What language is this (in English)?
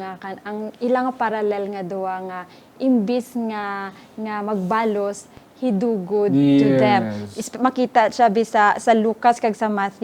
Hiligaynon